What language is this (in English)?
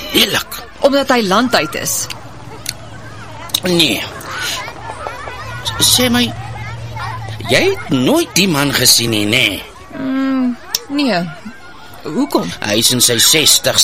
Afrikaans